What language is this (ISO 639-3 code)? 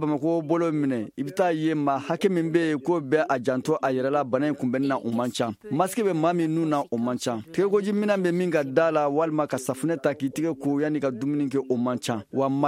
bam